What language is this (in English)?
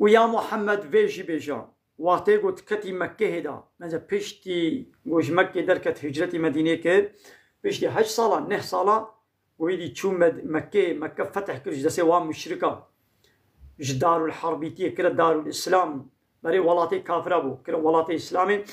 Kurdish